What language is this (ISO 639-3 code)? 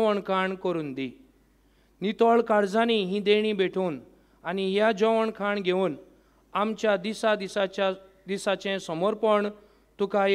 kok